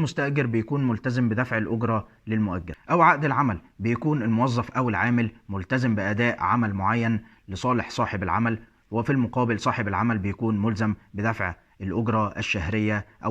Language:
Egyptian Arabic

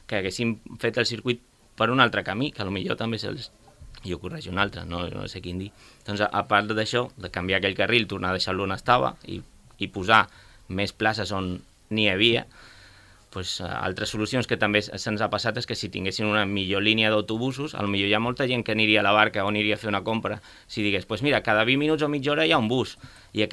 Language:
Catalan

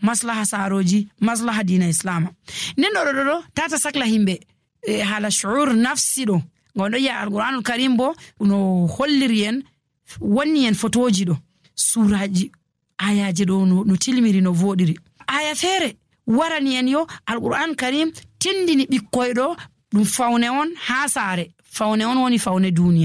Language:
Nigerian Fulfulde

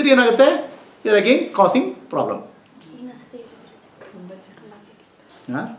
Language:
Kannada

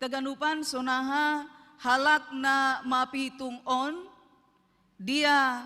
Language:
Batak Simalungun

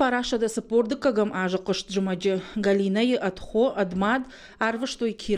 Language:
Ossetic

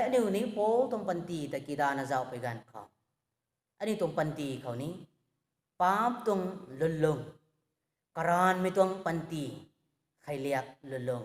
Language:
Rongmei Naga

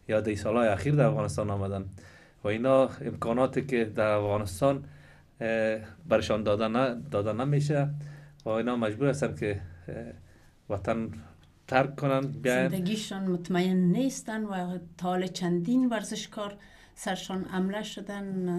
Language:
Persian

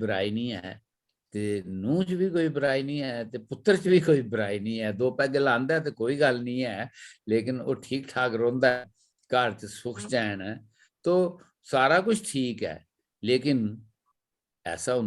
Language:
Dogri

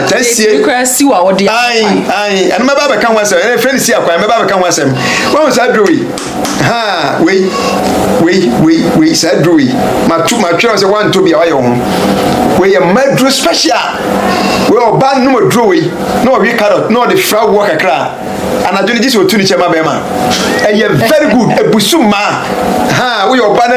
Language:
Akan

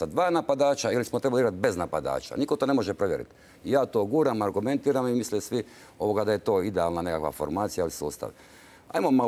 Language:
Croatian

